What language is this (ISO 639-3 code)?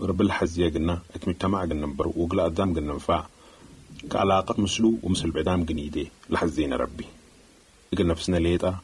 apd